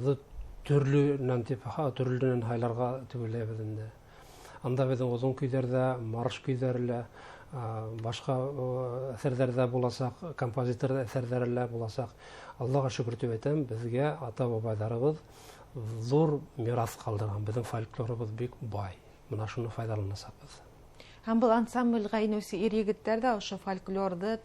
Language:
Bashkir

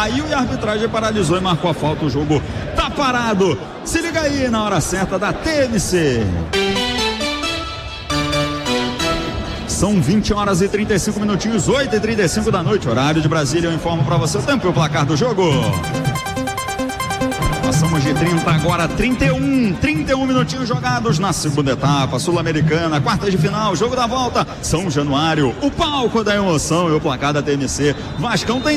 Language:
Portuguese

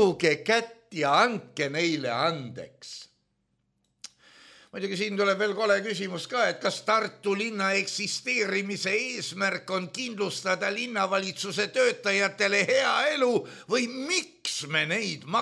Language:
Estonian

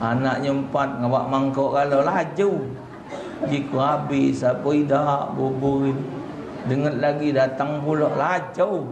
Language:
Musi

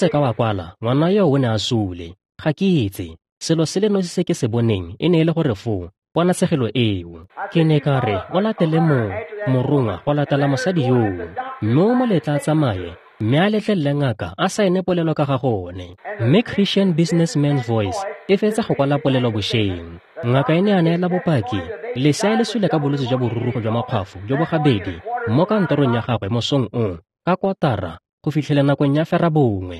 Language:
Tswana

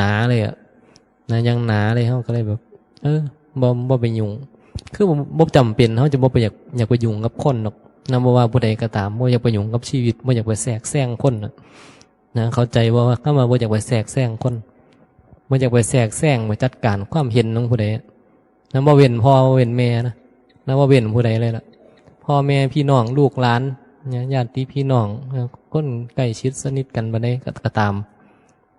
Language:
Northeastern Thai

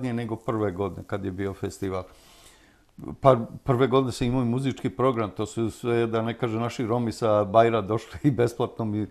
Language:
Serbian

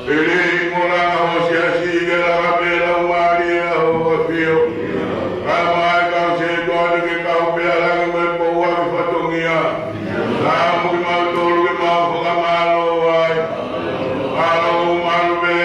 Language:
Tongan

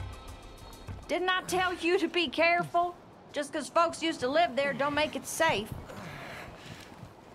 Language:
Vietnamese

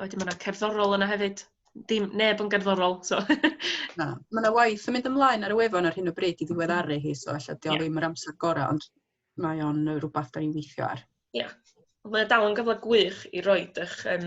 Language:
Welsh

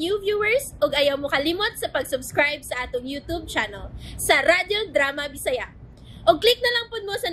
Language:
Cebuano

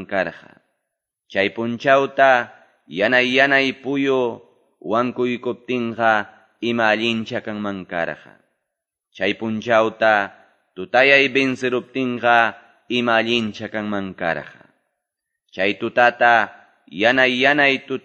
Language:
Quechua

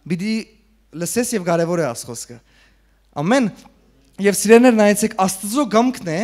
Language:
Western Armenian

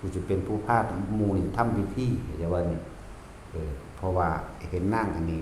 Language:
Northeastern Thai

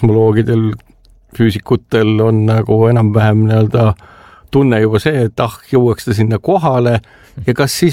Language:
Estonian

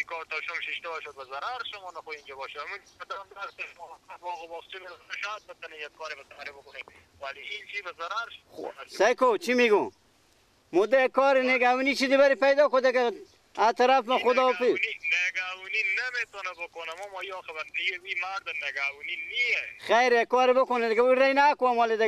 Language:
Persian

